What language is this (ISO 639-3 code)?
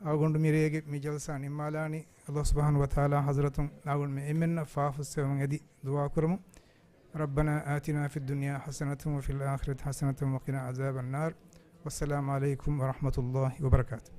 div